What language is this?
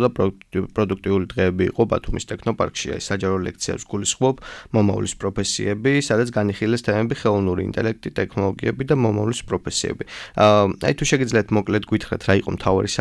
Georgian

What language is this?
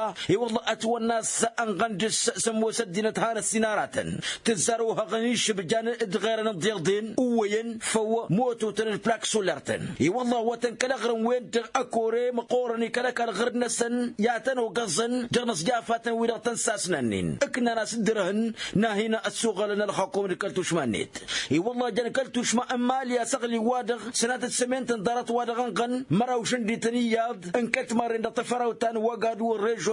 Tamasheq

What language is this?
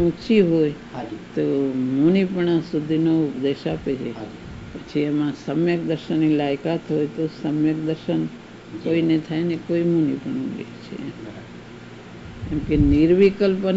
Gujarati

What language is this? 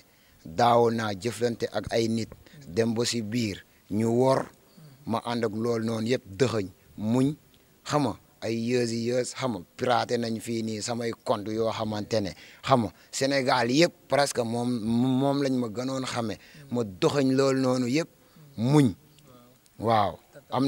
Wolof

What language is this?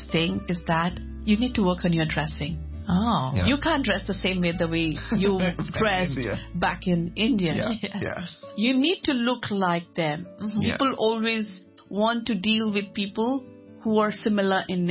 English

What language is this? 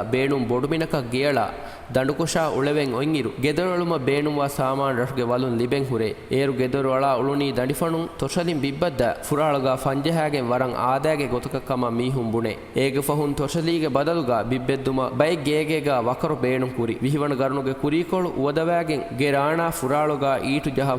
Divehi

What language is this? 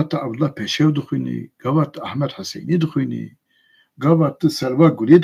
Kurdish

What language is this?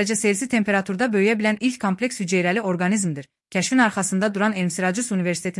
Azerbaijani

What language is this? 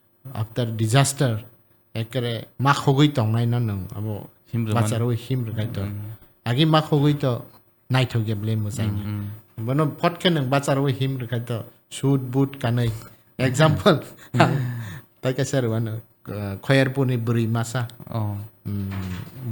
Kok Borok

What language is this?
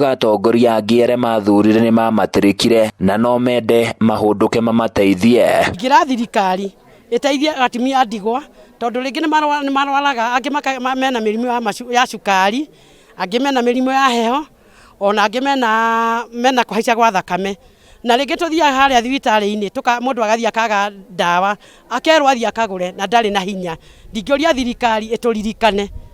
Kikuyu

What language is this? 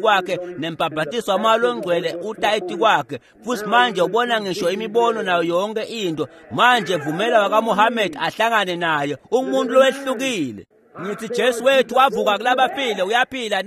Swati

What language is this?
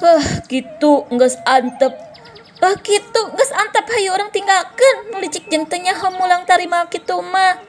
Sundanese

